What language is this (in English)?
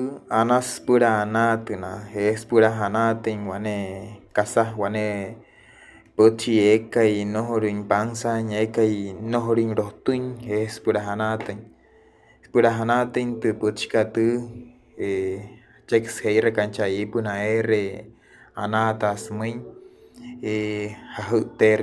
Wayuu